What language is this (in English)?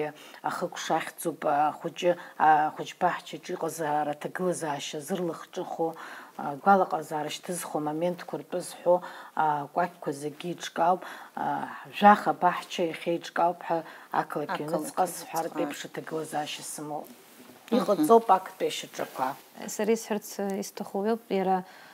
Abkhazian